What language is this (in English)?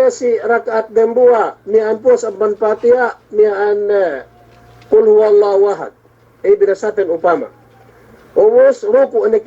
Yakan